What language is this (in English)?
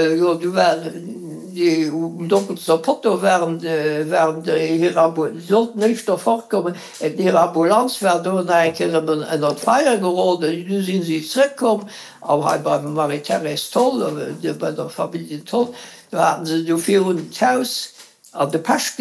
Luxembourgish